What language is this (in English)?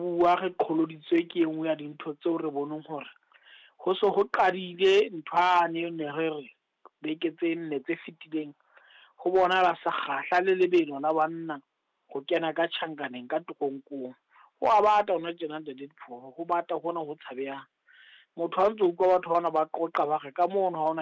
Southern Sotho